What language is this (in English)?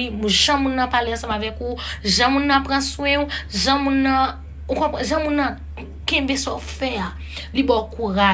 Haitian Creole